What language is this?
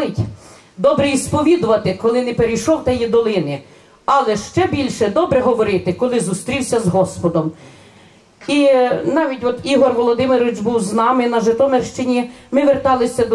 Ukrainian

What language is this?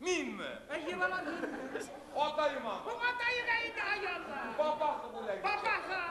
Bashkir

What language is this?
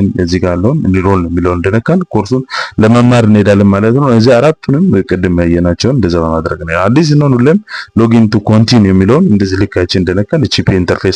Amharic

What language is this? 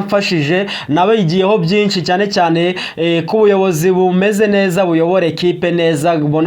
Kinyarwanda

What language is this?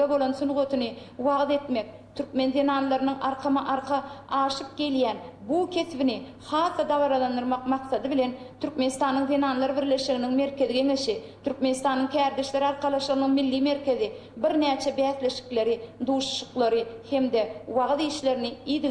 Turkmen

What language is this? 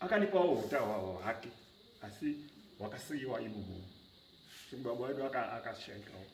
Shona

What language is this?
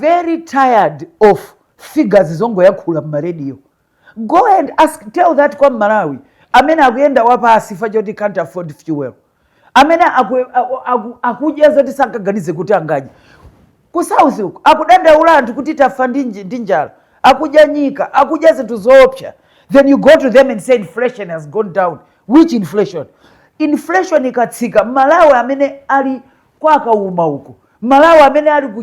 Nyanja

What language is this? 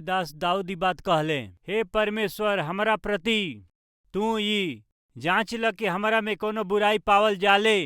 Bhojpuri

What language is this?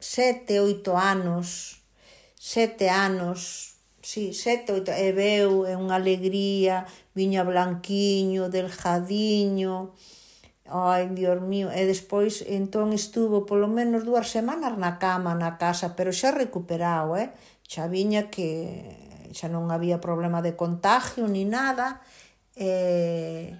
Galician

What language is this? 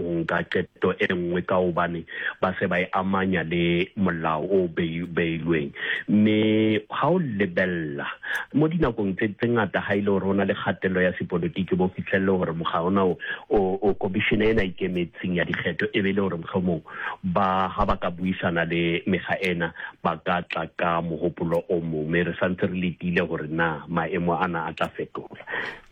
Southern Sotho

